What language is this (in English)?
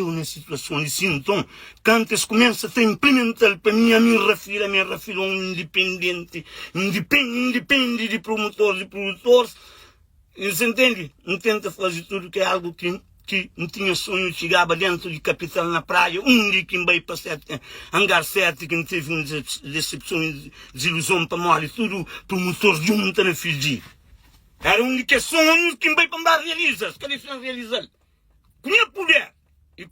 Kabuverdianu